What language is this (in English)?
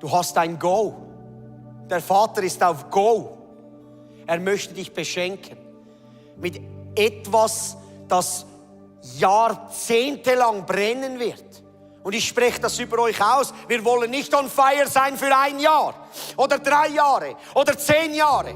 Swiss German